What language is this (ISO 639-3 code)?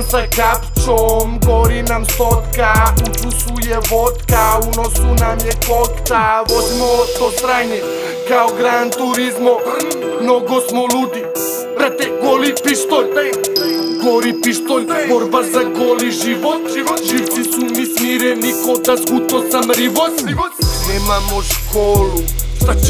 srp